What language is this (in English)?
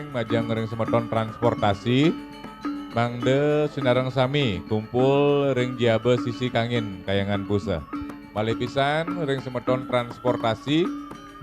Balinese